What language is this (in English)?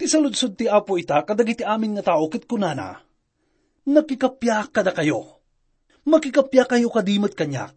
Iloko